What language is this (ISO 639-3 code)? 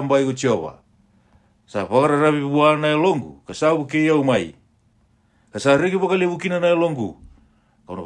fij